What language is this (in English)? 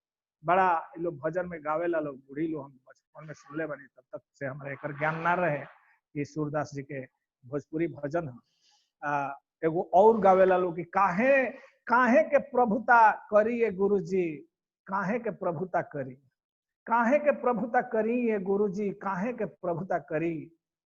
Bhojpuri